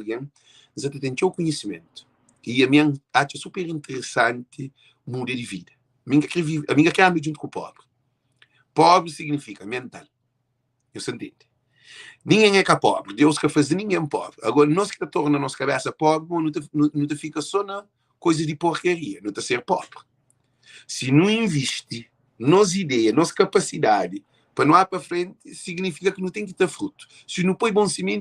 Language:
Kabuverdianu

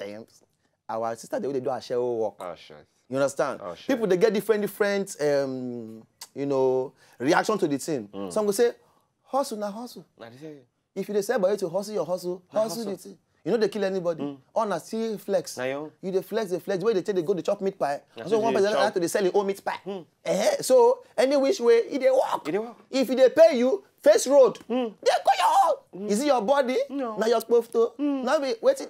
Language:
Nigerian Pidgin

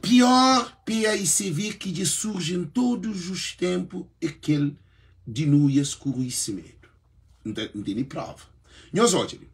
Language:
Kabuverdianu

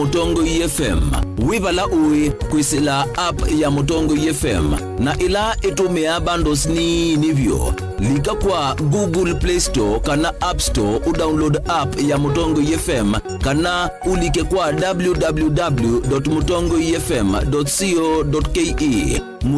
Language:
Kamba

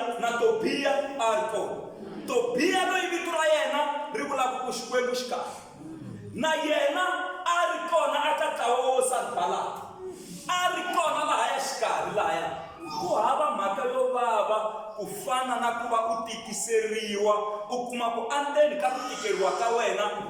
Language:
Tsonga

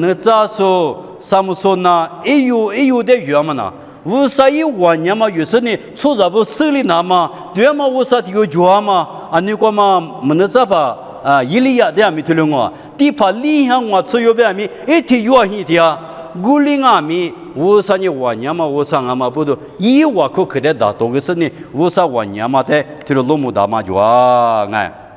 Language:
Lisu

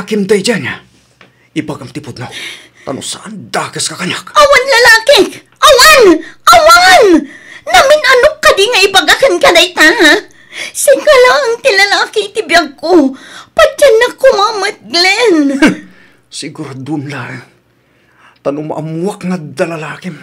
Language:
Iloko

